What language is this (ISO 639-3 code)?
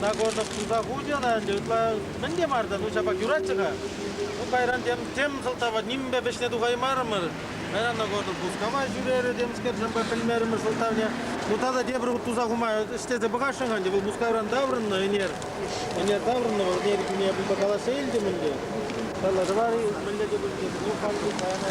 chv